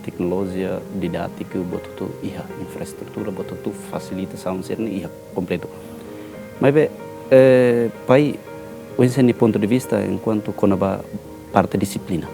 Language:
Tetum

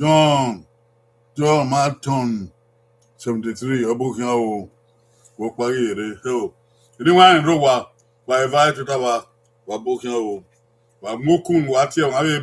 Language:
Bini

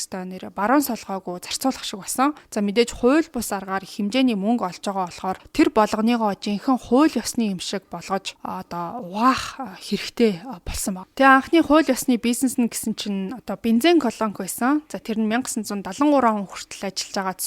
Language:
Mongolian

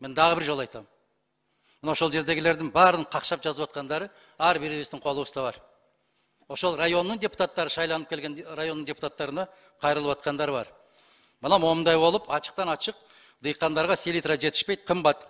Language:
Kyrgyz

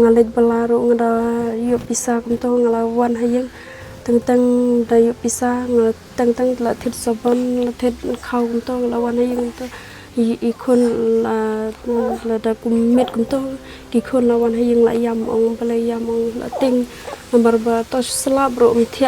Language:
Khasi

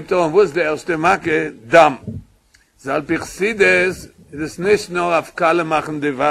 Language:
Yiddish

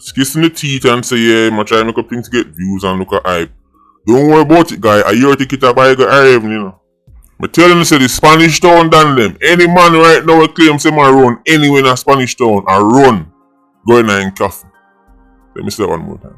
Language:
Jamaican Creole English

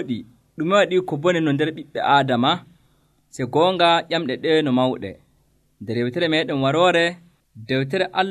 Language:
Nigerian Fulfulde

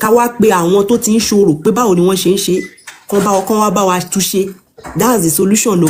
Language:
Yoruba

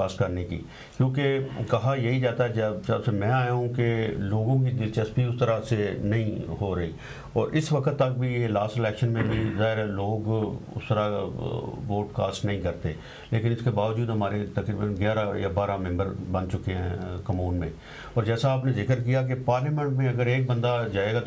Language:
Urdu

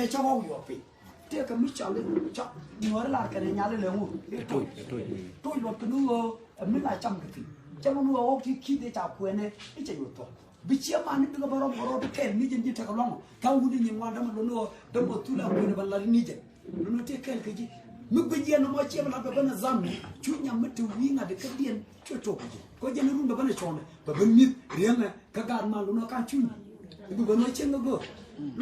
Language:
Nuer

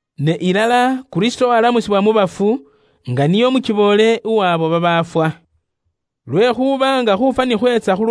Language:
Luyia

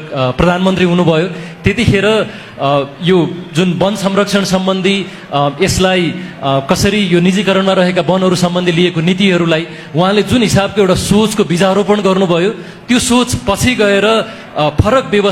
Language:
Nepali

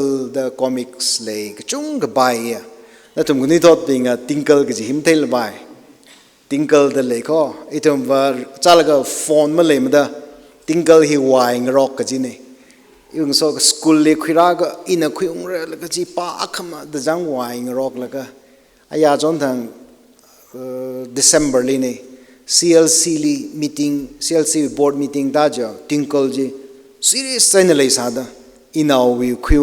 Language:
Tangkhul Naga (India)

